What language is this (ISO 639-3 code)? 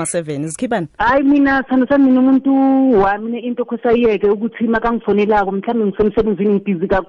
nbl